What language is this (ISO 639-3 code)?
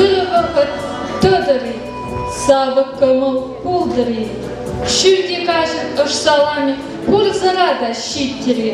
chv